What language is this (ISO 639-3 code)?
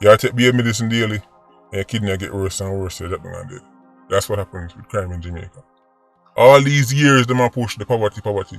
jam